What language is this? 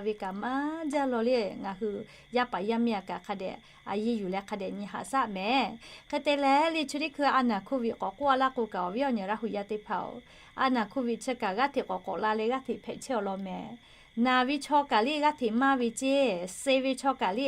Lahu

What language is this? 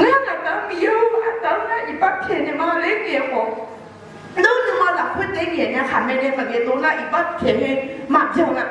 Akha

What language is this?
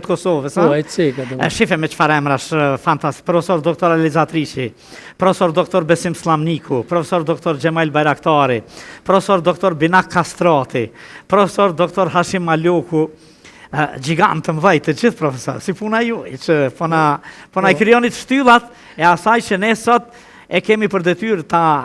Albanian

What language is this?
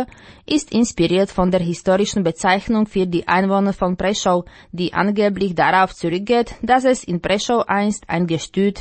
German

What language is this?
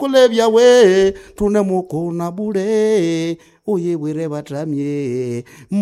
Nande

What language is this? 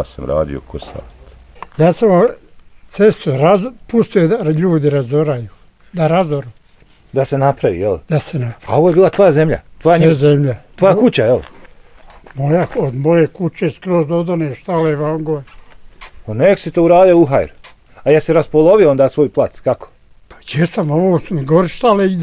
Bosnian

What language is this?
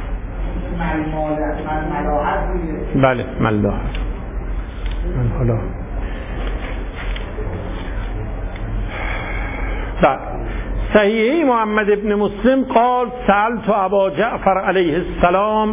Persian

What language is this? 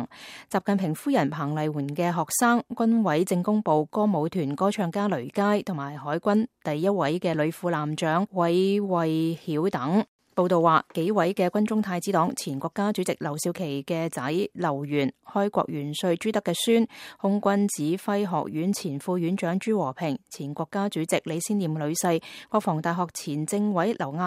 Cantonese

